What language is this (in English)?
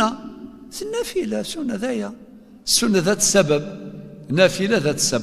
Kabyle